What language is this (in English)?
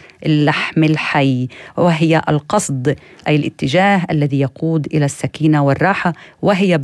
North Levantine Arabic